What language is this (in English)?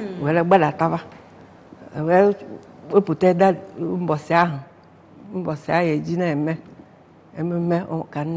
Igbo